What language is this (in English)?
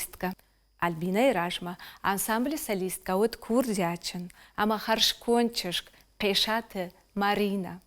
Ossetic